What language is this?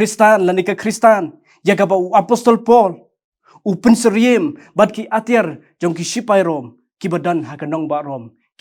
Khasi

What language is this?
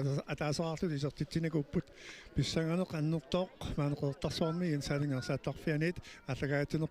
Kalaallisut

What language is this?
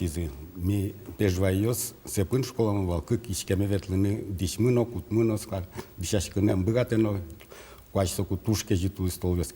Udmurt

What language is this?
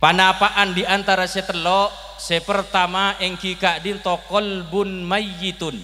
Madurese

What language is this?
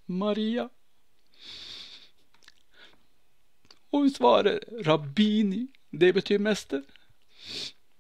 Norwegian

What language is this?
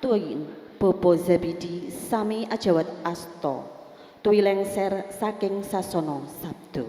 Javanese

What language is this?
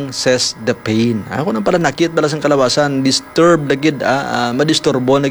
Hiligaynon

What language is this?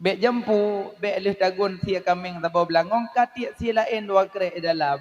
Achinese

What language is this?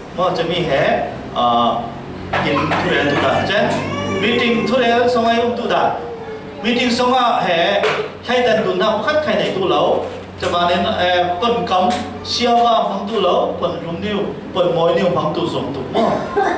Falam Chin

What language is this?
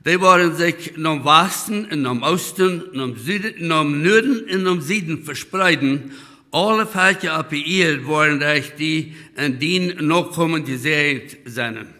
Plautdietsch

